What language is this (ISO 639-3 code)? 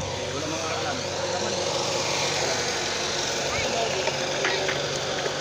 fil